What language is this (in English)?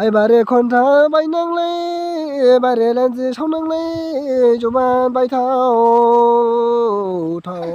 Dimasa